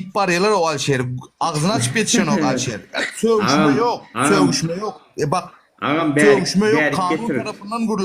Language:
Turkmen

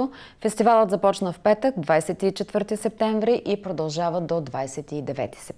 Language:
Bulgarian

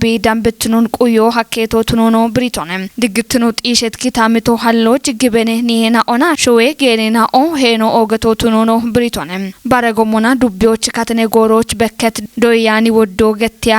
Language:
Kafa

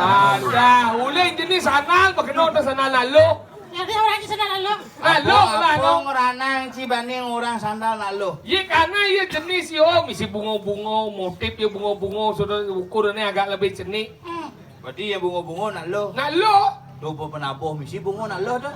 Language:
Balinese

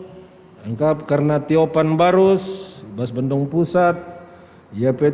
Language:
Batak Karo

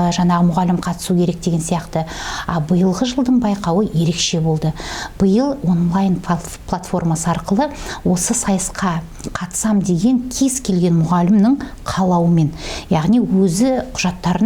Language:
Kazakh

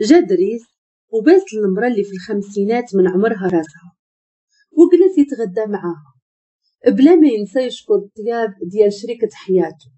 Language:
Moroccan Arabic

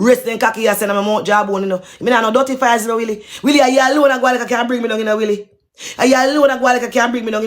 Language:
Jamaican Creole English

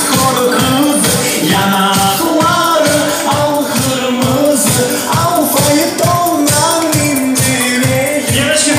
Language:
Crimean Tatar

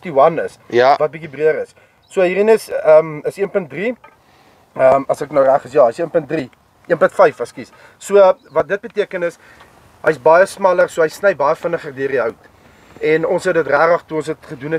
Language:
Afrikaans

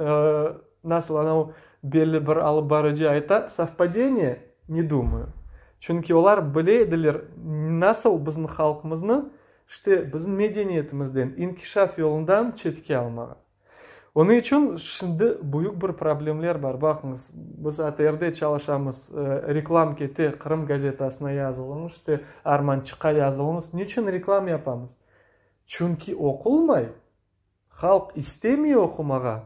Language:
Crimean Tatar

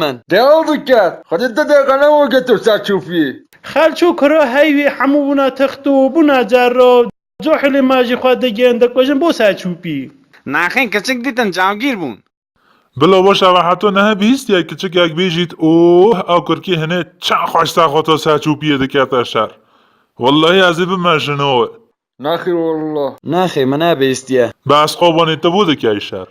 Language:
Kurdish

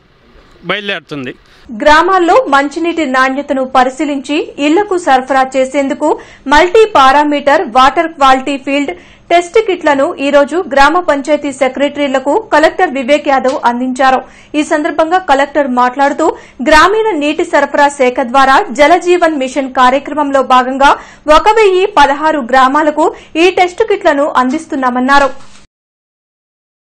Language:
Telugu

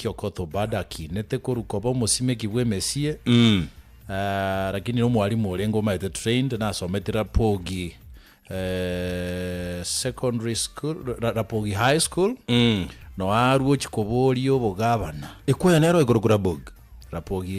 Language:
Gusii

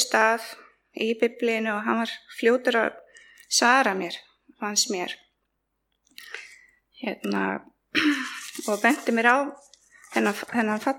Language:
Icelandic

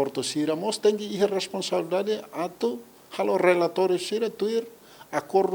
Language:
Tetum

